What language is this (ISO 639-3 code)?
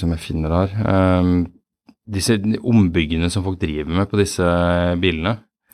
nor